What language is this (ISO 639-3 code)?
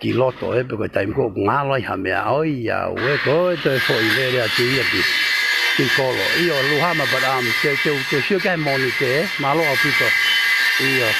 ton